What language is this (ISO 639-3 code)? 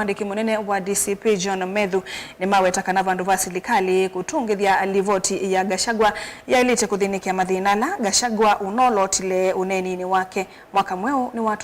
kam